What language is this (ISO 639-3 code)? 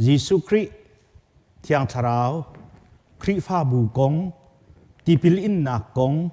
cnh